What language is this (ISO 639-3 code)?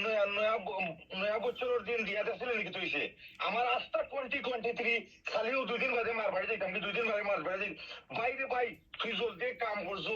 syl